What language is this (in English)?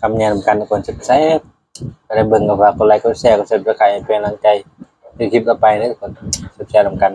Northeastern Thai